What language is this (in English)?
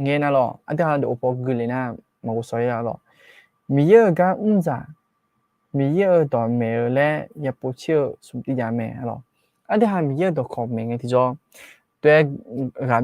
Akha